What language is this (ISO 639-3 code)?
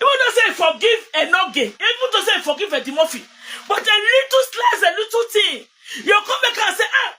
pcm